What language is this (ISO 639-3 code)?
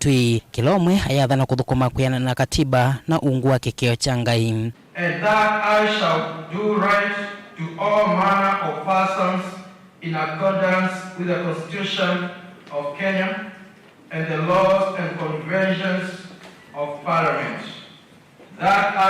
kam